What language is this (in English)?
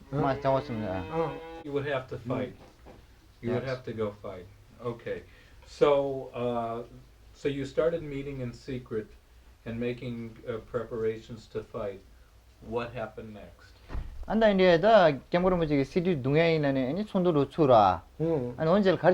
Tibetan